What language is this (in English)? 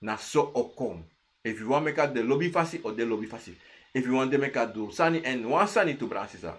Sranan Tongo